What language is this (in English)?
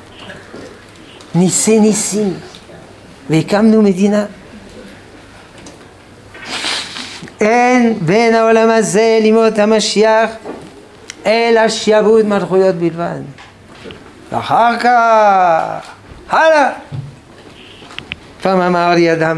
Hebrew